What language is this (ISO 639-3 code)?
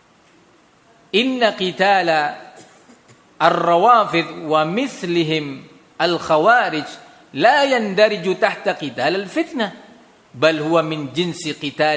ind